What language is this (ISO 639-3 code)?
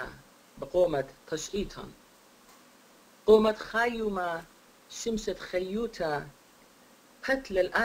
aii